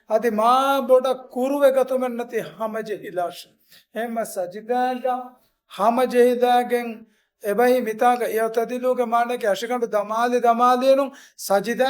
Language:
Divehi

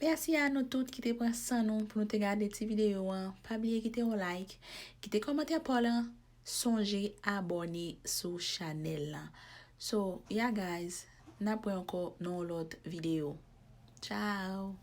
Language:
Haitian Creole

